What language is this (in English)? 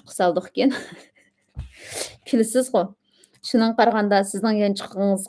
Uyghur